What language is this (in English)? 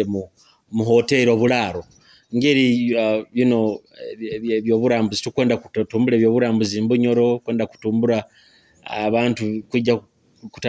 Nyoro